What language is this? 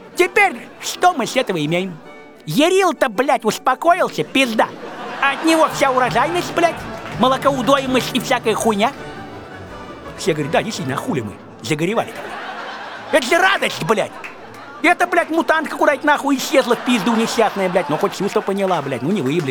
Russian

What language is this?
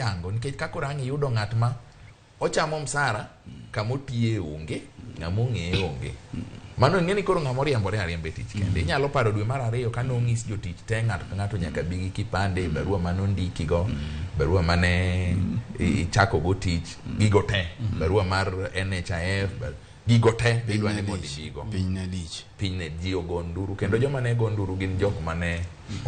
Luo (Kenya and Tanzania)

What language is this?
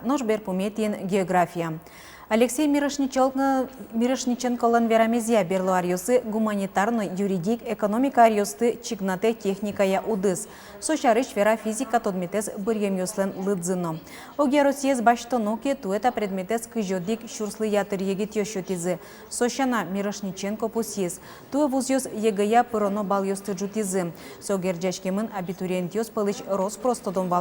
Udmurt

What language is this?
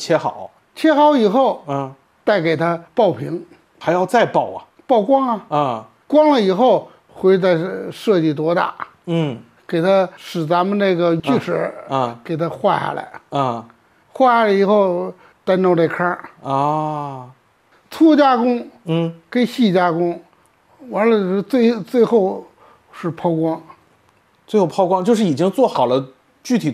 Chinese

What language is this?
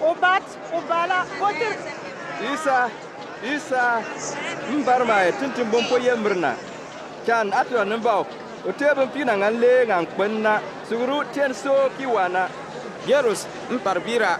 Bimoba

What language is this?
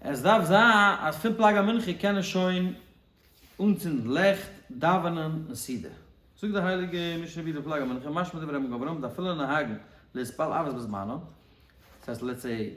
Yiddish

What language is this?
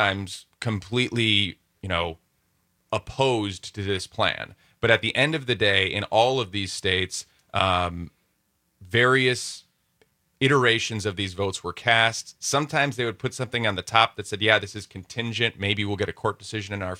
English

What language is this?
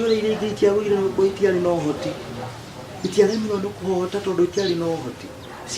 Kikuyu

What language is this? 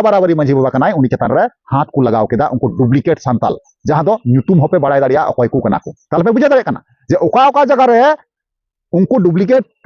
Santali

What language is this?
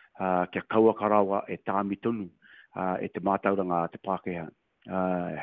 Māori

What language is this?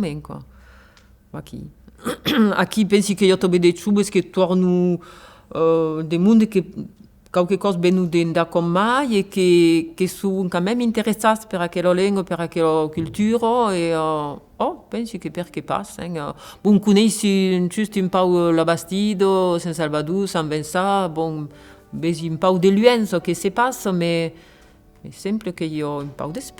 Occitan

